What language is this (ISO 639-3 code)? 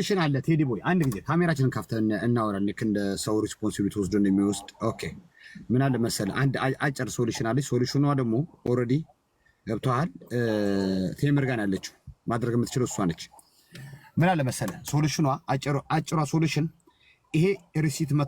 amh